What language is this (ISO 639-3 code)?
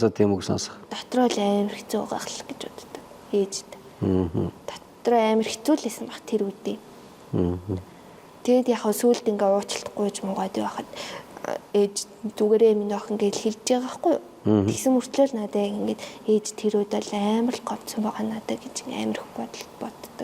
mon